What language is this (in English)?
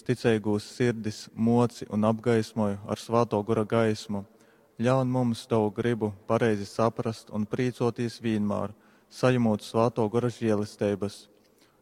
Latgalian